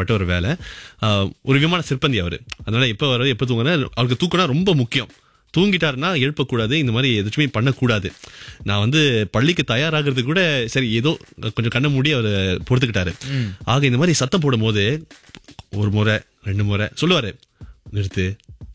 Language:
Tamil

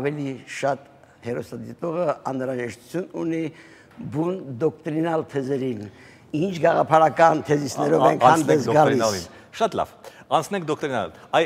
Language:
Armenian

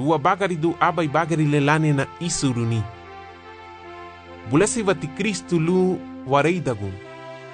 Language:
Garifuna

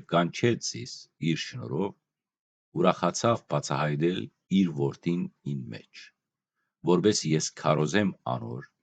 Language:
Western Armenian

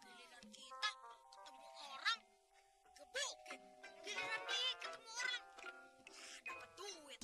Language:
Betawi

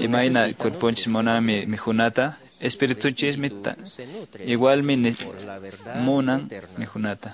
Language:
Quechua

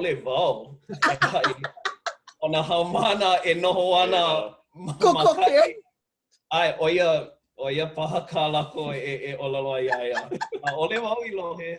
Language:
Hawaiian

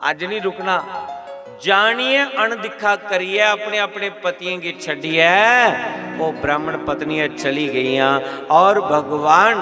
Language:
Dogri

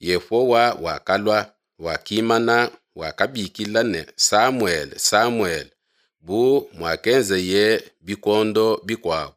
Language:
Luba-Lulua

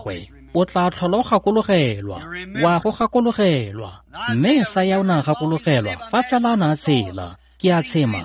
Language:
Tswana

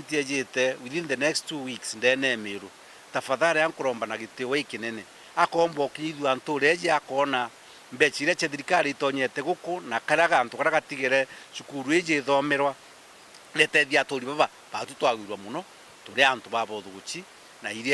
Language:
Meru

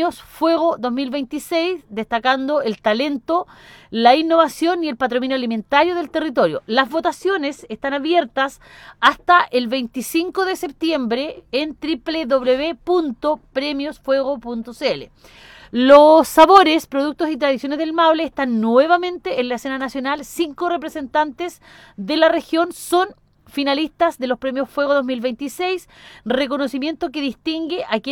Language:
Spanish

